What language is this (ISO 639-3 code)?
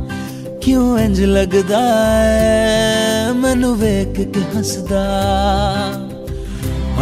hin